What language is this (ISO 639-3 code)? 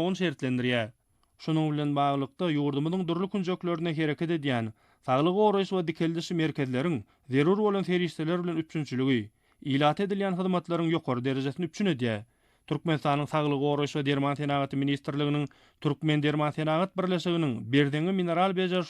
tuk